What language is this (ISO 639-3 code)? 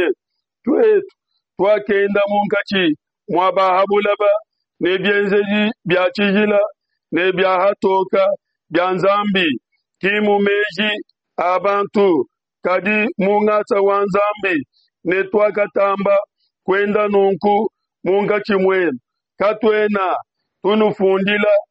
lua